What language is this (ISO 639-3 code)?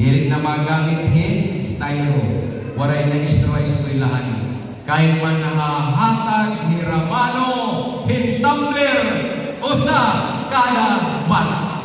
war